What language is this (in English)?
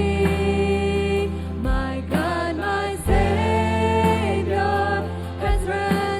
Plautdietsch